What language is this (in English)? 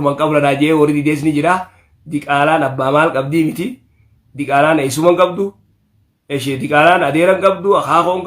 Oromo